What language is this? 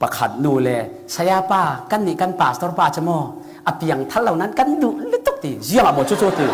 Falam Chin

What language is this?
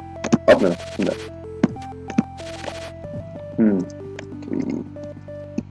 Danish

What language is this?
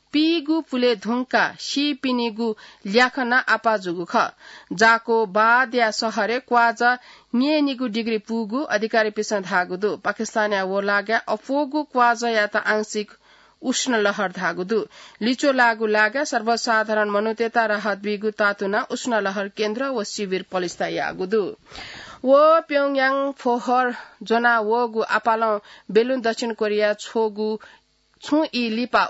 Newari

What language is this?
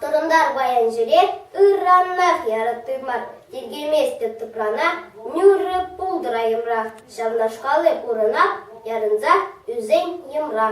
Chuvash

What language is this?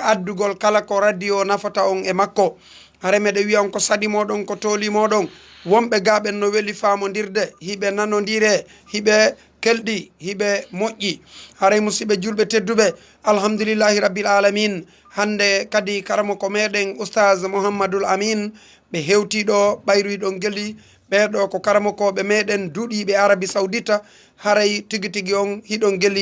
Fula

